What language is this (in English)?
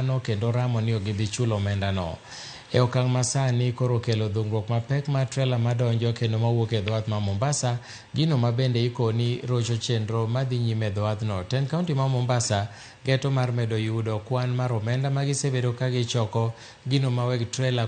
Luo (Kenya and Tanzania)